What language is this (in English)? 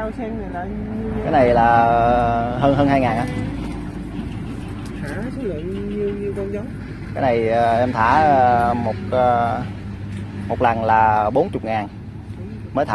Vietnamese